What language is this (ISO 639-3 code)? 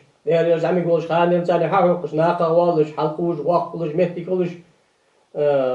inh